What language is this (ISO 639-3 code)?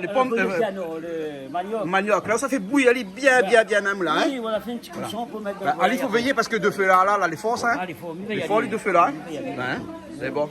rcf